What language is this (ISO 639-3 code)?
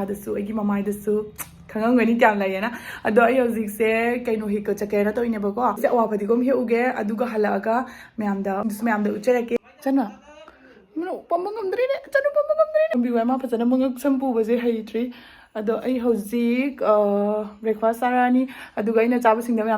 mni